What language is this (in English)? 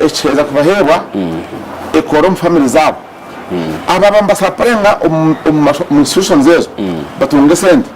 Nyankole